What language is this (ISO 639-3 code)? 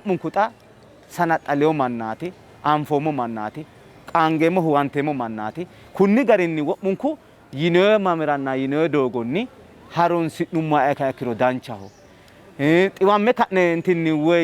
sid